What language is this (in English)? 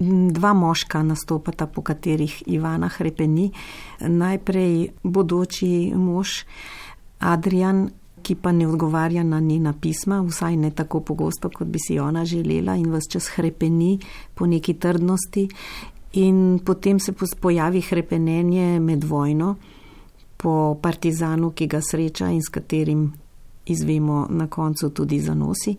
Slovenian